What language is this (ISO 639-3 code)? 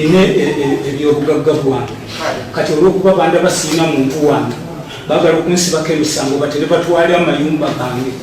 lug